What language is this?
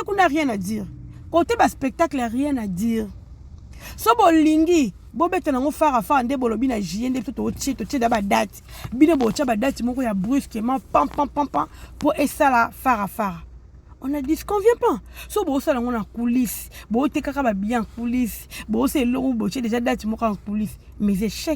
Lingala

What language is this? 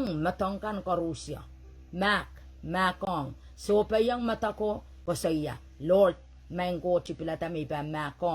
Pohnpeian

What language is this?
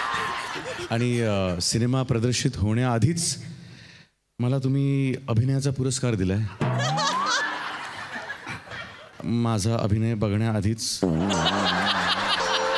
Marathi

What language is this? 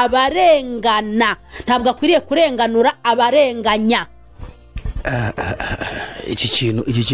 Kinyarwanda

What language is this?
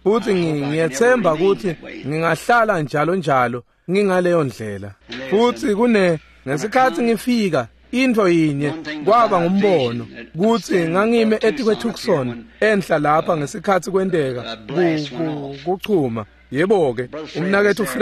Swati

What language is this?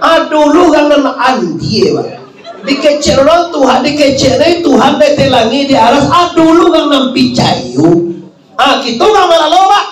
Minangkabau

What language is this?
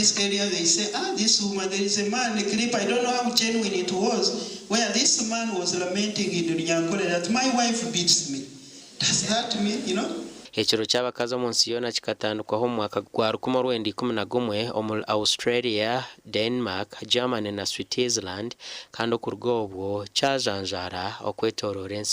Nyankole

